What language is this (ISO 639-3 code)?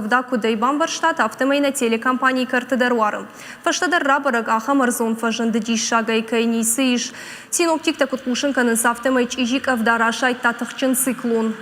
oss